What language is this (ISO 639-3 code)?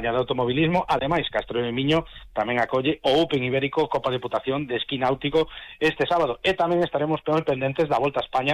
glg